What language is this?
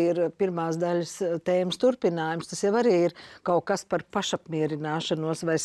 Latvian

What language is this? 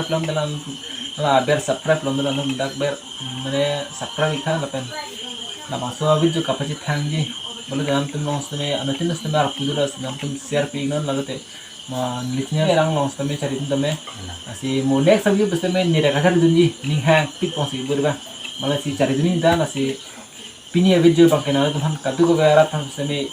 Karbi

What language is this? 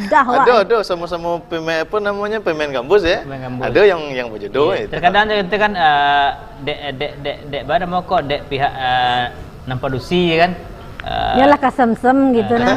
Minangkabau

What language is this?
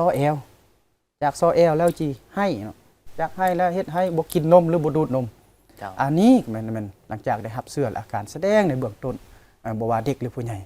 Lao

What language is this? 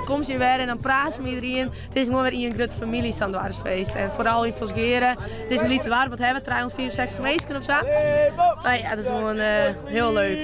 Western Frisian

